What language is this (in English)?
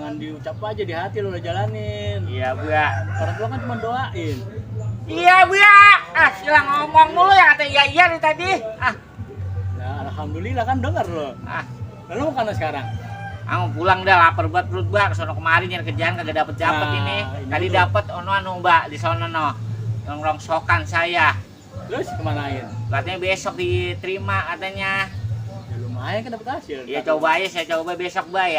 Betawi